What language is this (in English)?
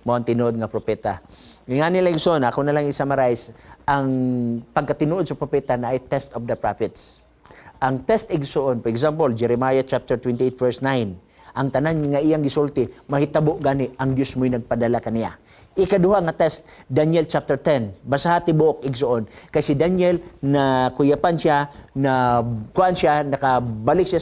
Cebuano